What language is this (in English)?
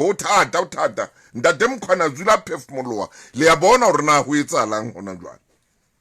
Southern Sotho